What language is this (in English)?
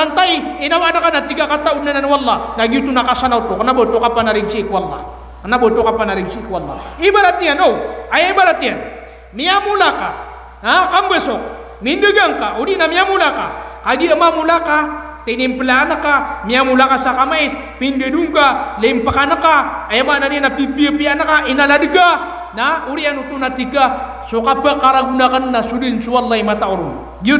Maranao